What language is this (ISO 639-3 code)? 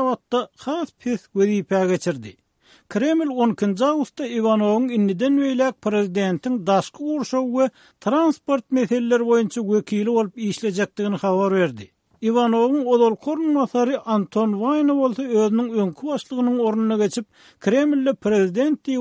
tuk